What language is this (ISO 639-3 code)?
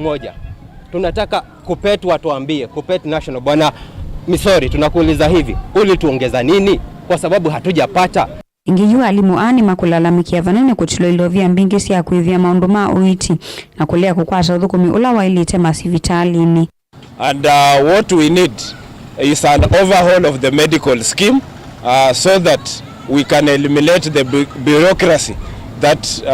kam